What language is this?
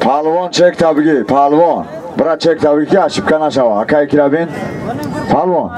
Tajik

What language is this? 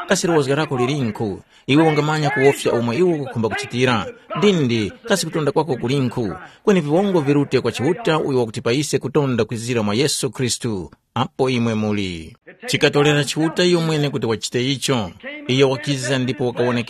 Tumbuka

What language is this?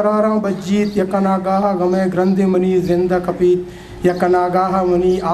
Eastern Balochi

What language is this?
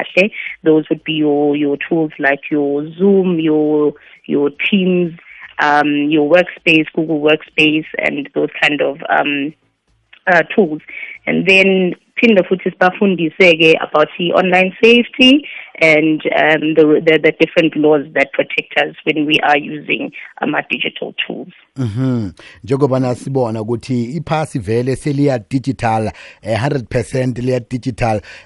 South Ndebele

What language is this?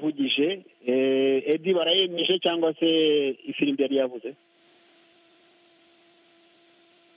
Kinyarwanda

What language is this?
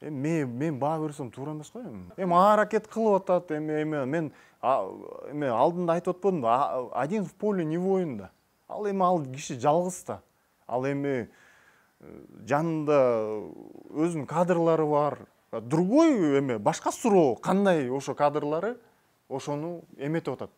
Kyrgyz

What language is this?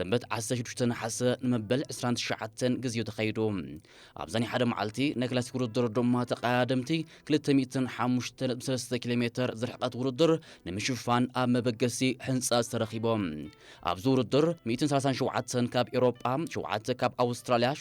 Tigrinya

